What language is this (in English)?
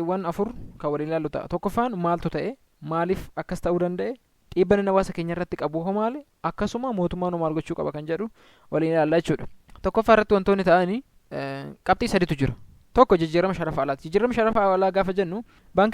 Oromo